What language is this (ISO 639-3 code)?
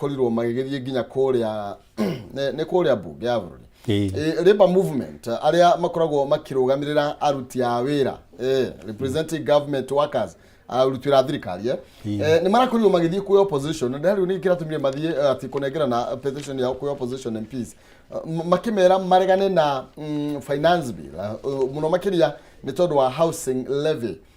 kik